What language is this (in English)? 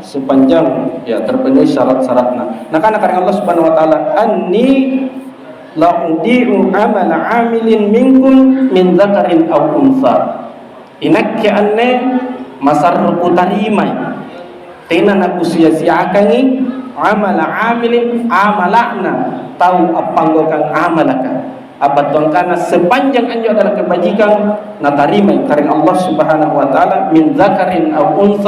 Makasar